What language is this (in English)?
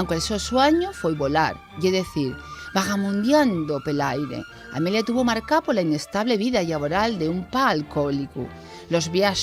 Asturian